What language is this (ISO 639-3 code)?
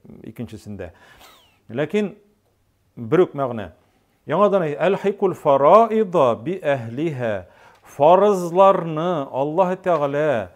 tat